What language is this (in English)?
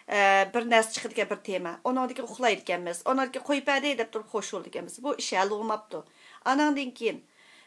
Uyghur